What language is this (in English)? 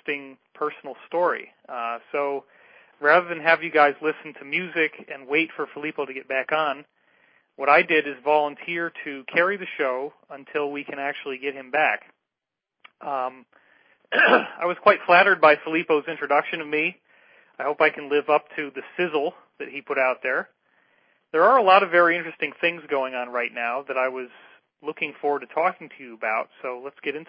English